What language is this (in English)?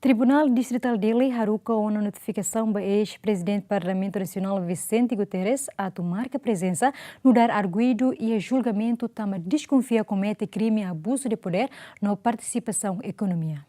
Tetum